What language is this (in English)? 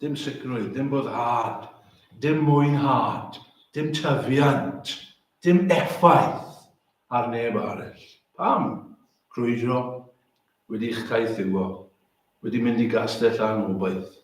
Welsh